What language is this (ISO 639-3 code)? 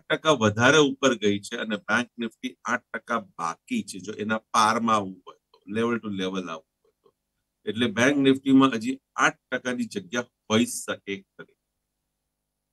guj